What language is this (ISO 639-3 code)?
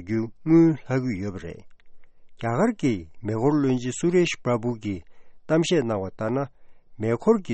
bod